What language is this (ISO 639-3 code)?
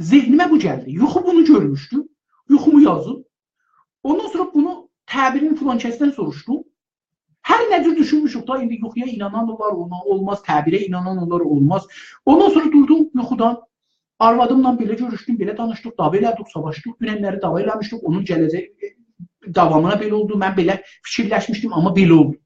azb